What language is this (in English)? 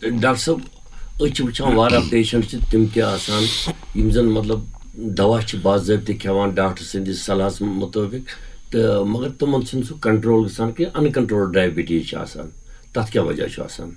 Kashmiri